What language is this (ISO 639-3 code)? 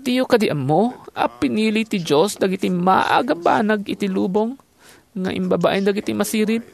ilo